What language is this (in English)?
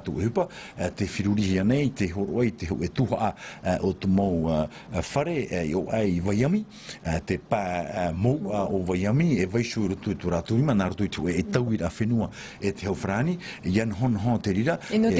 Tahitian